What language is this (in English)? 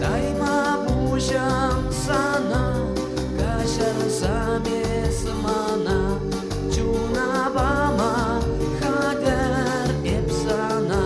Chuvash